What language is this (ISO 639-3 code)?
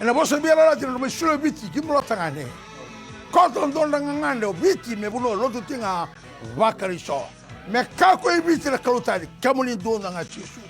fij